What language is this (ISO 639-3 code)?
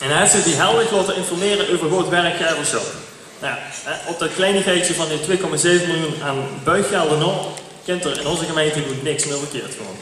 lim